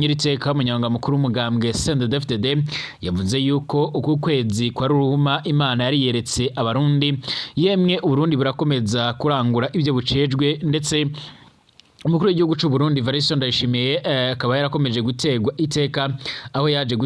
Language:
Rundi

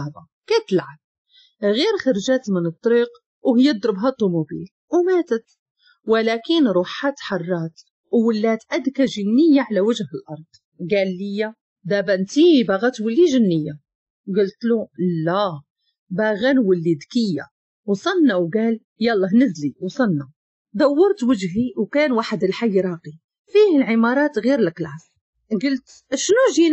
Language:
Moroccan Arabic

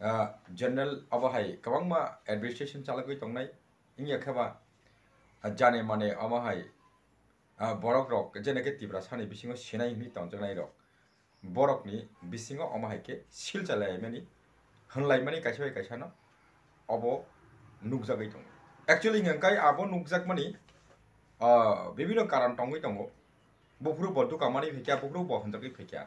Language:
Kok Borok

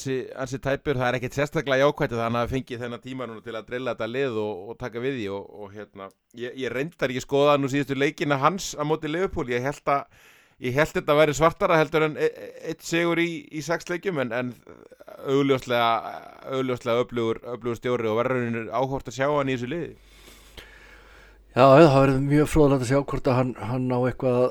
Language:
Icelandic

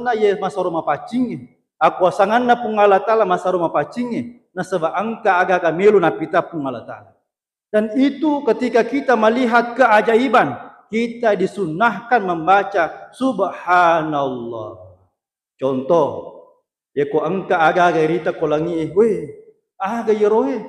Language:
Buginese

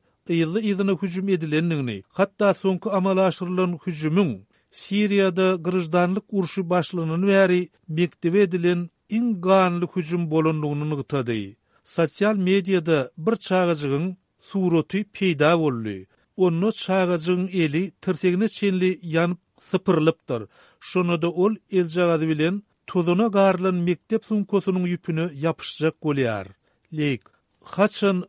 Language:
Turkmen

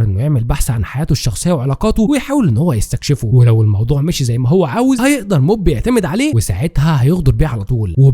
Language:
Egyptian Arabic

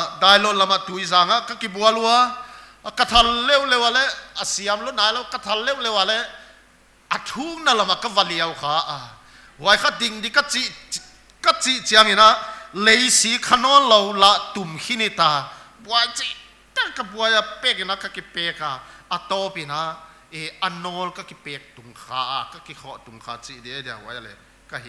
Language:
Paite Chin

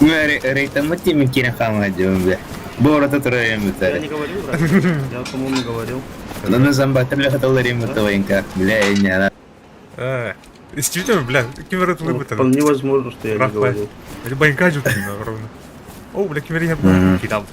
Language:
Yakut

